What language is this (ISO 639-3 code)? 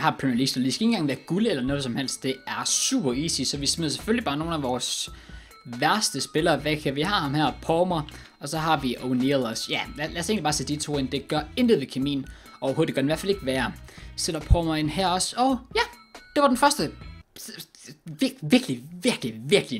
dan